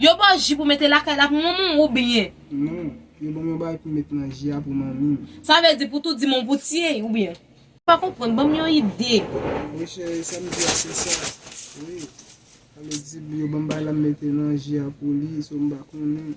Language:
Haitian Creole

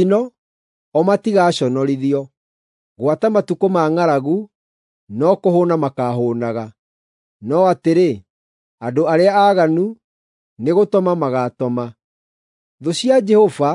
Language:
Kikuyu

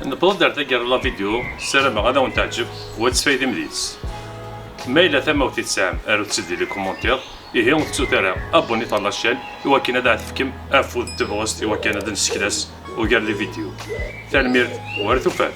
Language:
Kabyle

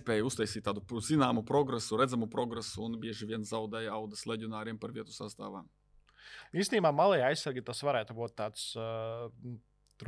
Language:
Latvian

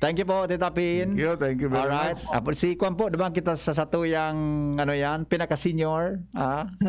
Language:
Bikol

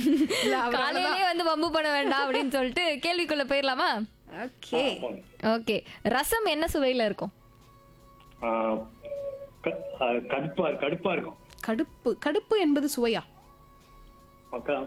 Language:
Tamil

